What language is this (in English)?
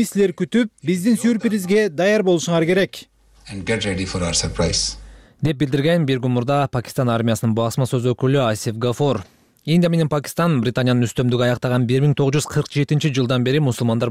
Kyrgyz